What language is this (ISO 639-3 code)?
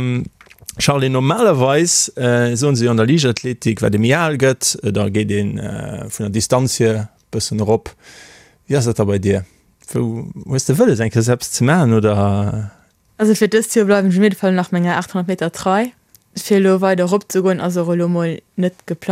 ltz